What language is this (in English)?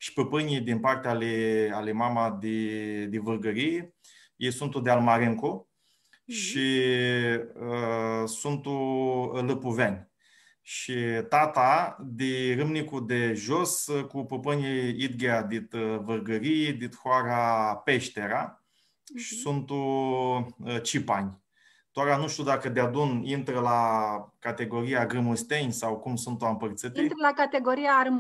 Aromanian